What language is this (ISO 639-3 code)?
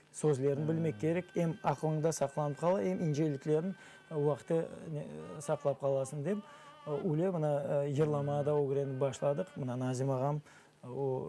crh